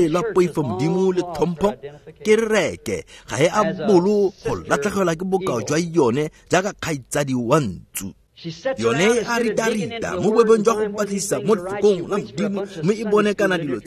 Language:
Tswana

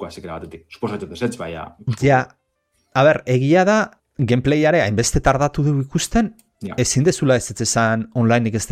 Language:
Basque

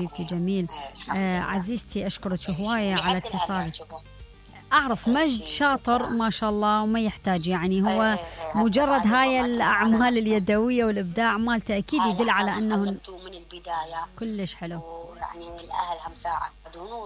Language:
Mesopotamian Arabic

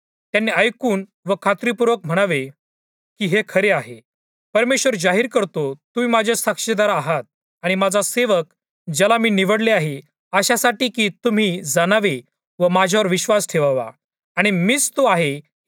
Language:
Marathi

